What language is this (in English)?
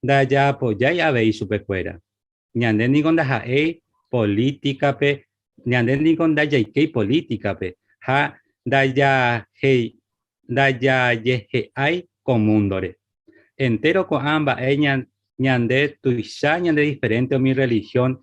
Guarani